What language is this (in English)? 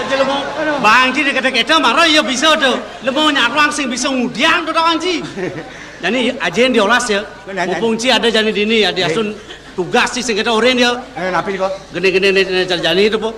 Balinese